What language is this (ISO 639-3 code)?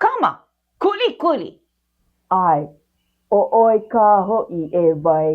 haw